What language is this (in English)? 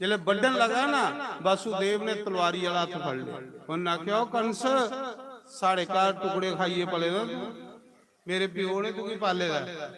Dogri